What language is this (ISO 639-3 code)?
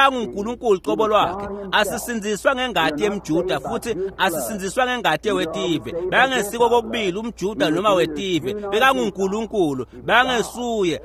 ssw